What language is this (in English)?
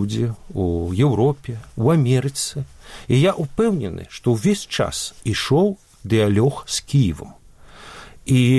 Belarusian